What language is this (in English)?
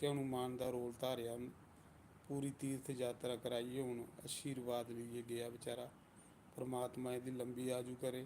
Dogri